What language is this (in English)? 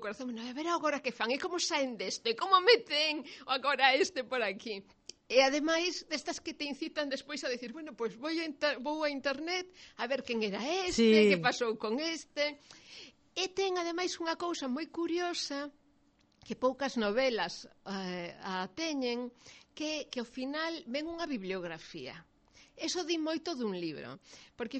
Galician